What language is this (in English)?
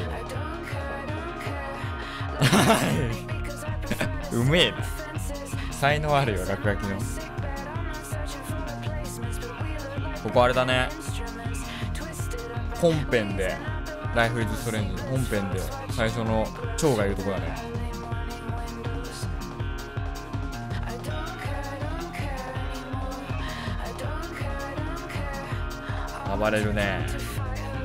Japanese